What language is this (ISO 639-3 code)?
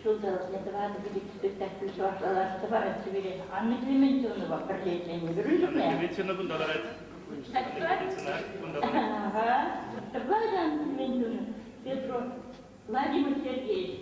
chv